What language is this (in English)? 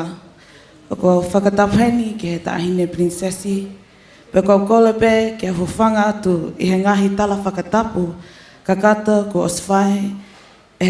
Tongan